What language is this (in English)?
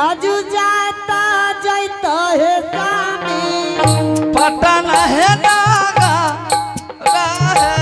Angika